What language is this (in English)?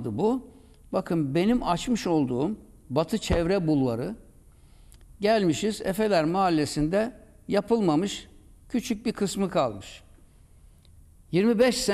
Turkish